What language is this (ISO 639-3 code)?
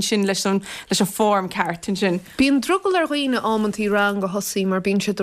gle